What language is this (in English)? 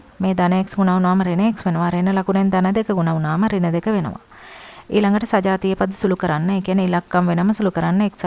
Sinhala